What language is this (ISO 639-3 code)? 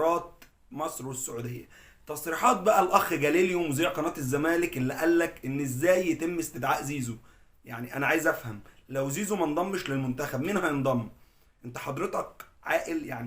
arz